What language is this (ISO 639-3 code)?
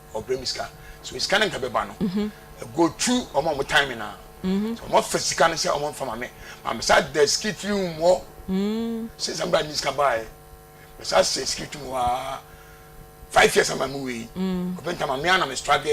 aka